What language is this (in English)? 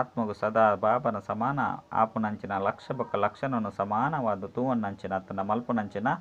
Tulu